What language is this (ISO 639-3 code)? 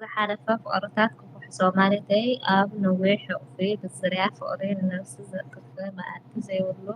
tir